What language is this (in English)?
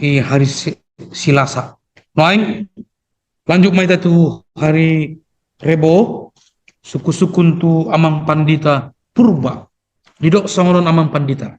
Batak Toba